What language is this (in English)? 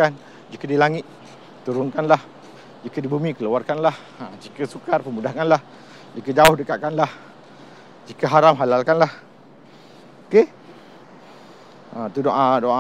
Malay